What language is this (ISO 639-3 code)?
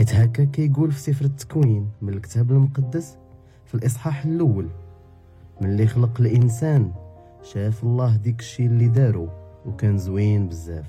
ary